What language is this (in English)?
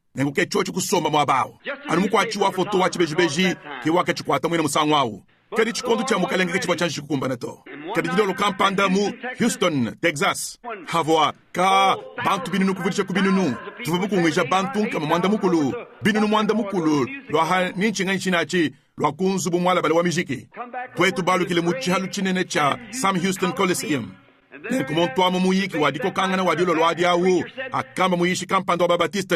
Luba-Lulua